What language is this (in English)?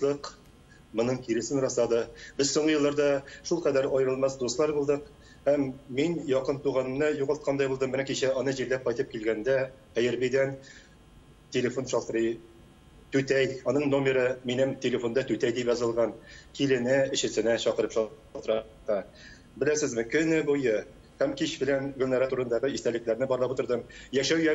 Tatar